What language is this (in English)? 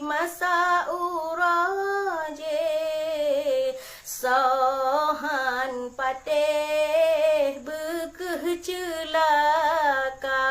Achinese